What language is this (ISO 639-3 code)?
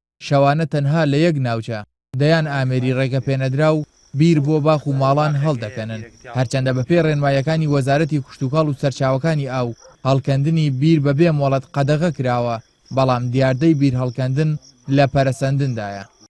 ckb